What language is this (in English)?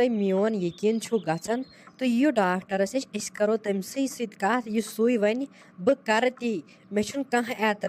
Kashmiri